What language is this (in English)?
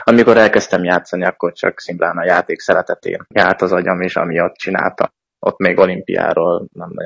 Hungarian